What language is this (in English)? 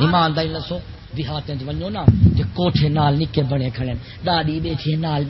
Saraiki